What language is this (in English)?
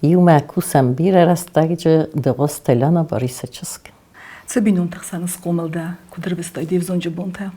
Ossetic